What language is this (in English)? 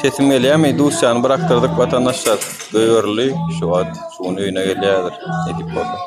Turkmen